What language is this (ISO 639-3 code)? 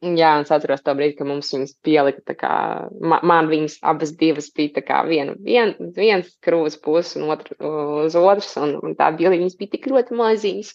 lav